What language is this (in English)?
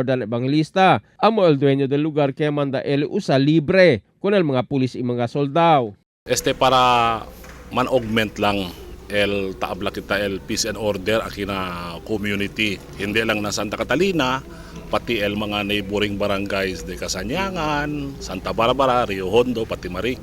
Chavacano